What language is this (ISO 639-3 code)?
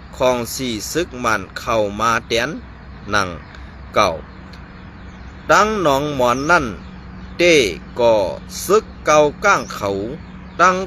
shn